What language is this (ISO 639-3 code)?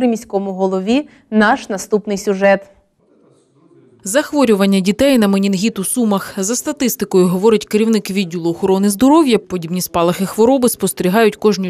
ukr